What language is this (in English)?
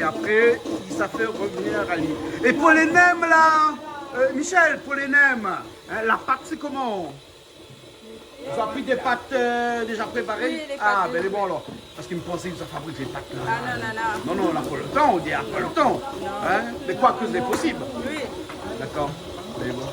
Réunion Creole French